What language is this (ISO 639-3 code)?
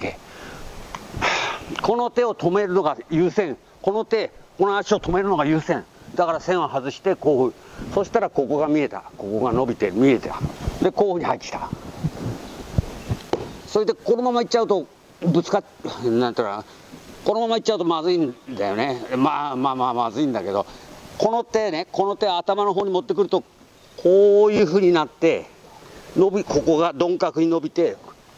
jpn